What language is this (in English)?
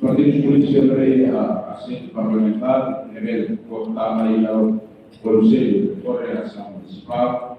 Tetum